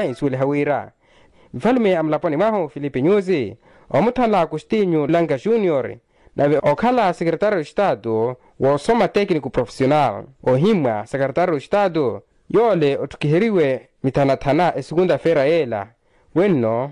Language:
Makhuwa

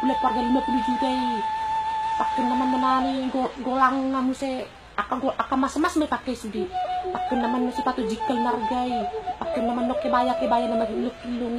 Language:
Batak Toba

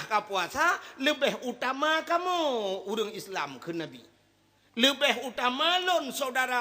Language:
Achinese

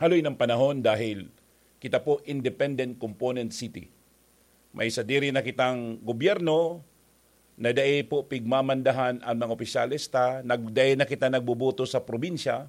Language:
Bikol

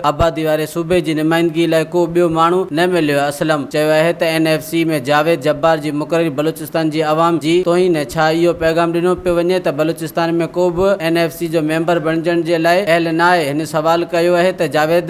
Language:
Sindhi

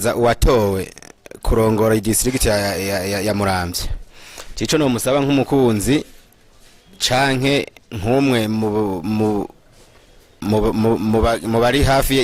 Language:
Rundi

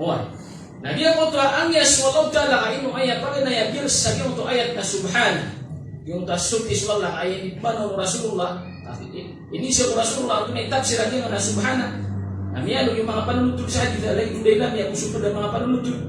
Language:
Maranao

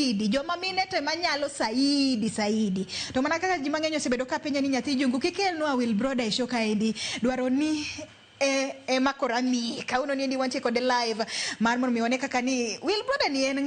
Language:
Luo (Kenya and Tanzania)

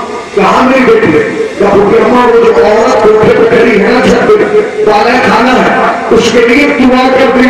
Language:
Urdu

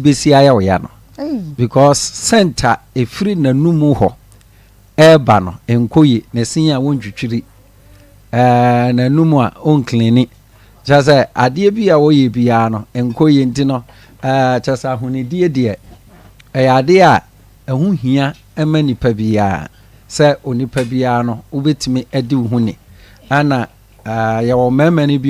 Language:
Akan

